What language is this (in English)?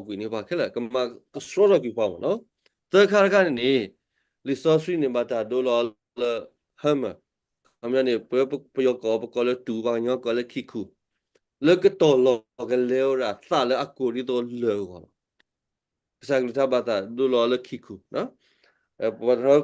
S'gaw Karen